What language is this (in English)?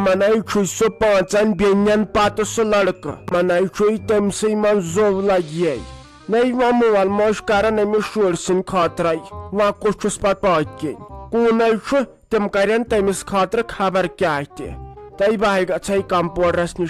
Kashmiri